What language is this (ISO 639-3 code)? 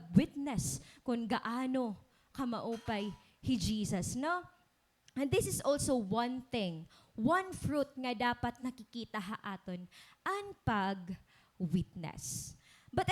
war